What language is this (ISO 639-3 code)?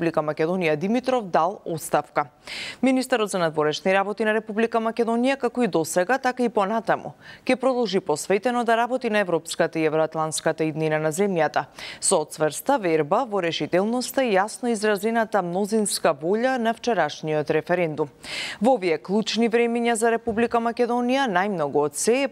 mkd